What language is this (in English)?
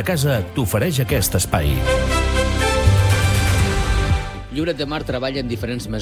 Catalan